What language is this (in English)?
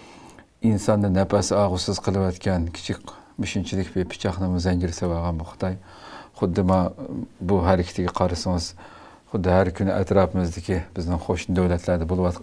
Uyghur